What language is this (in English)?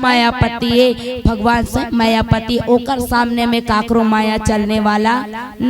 Chhattisgarhi